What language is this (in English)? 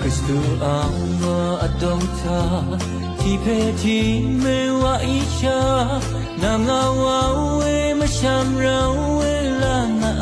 Rawang